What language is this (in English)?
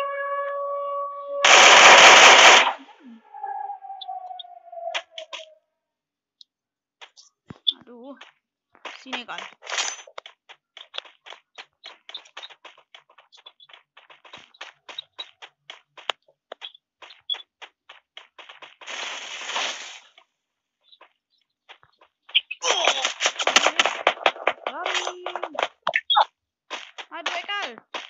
Indonesian